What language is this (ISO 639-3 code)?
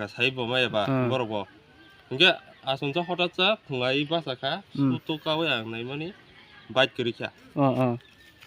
trp